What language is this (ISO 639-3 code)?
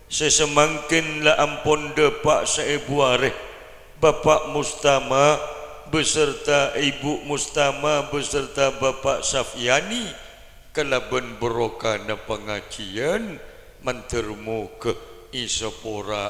mad